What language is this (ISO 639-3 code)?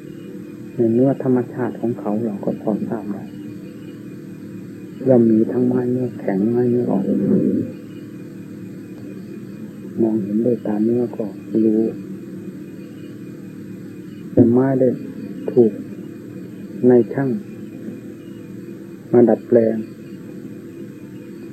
tha